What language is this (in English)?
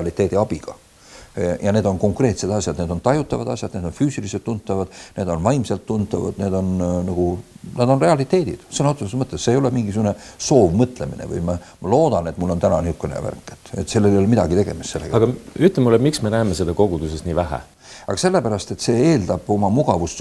Estonian